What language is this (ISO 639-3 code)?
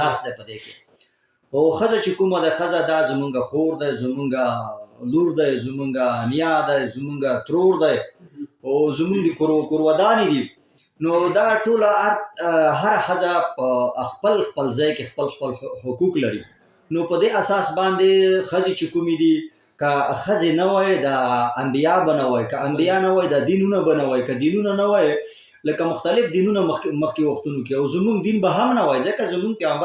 pus